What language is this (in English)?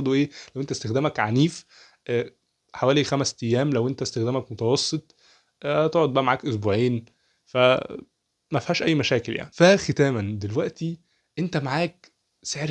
Egyptian Arabic